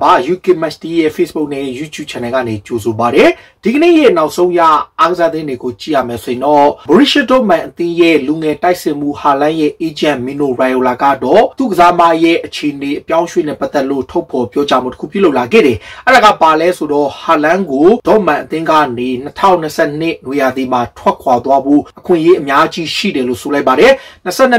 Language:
Burmese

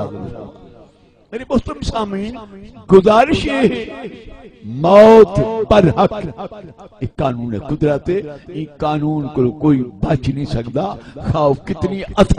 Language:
Saraiki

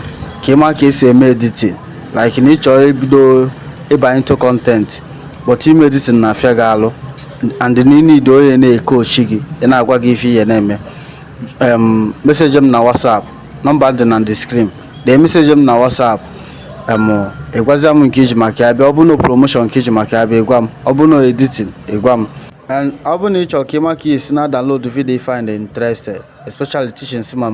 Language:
Igbo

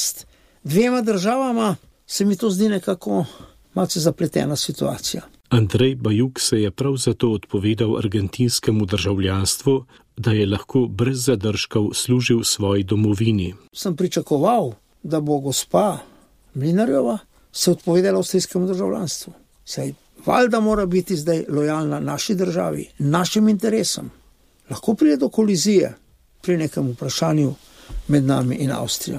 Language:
Slovenian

